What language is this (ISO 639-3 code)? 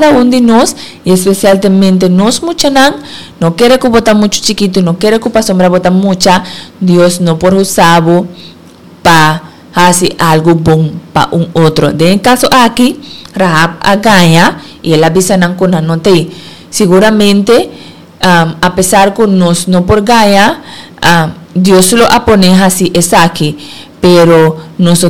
pap